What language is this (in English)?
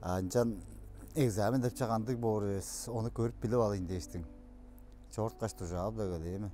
Tuvinian